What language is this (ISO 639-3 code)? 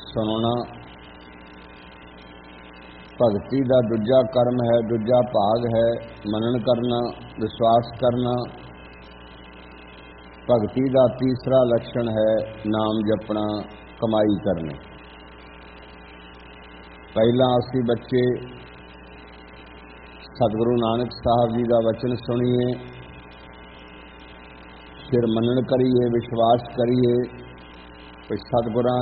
pan